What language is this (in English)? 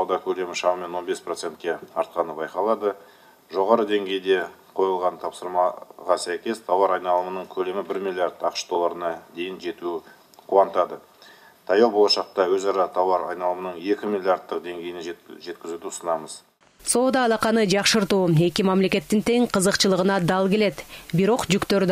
Kyrgyz